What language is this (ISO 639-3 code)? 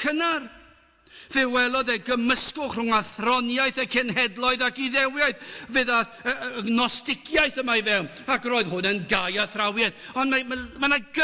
cym